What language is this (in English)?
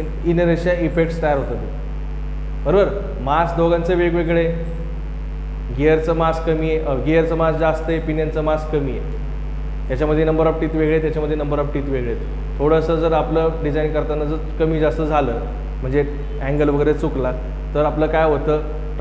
Marathi